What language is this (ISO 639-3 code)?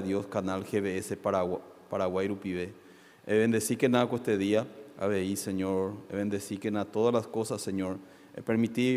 grn